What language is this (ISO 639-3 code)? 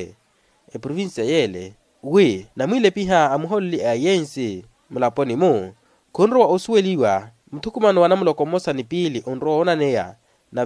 vmw